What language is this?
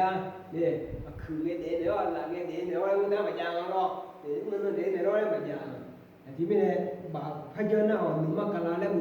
Akha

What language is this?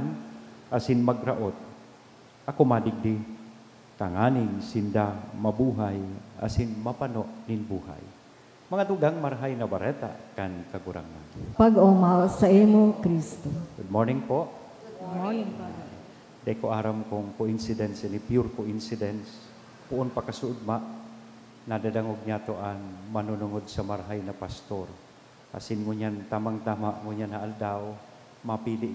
Bikol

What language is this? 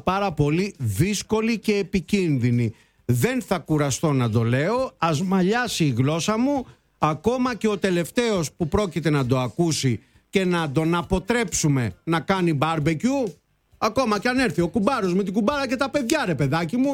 Greek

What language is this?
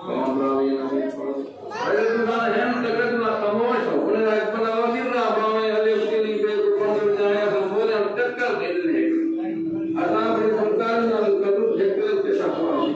Saraiki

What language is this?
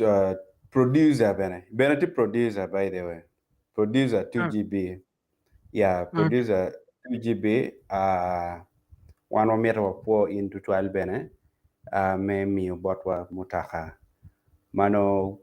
Acoli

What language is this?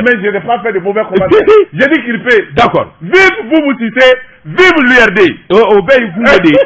Bambara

